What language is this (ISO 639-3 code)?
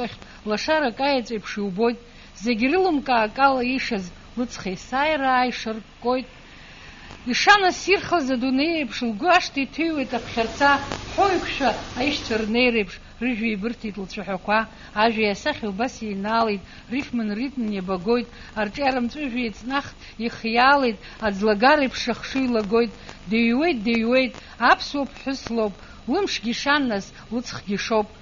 abk